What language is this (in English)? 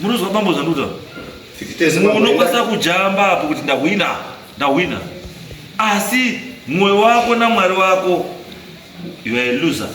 Shona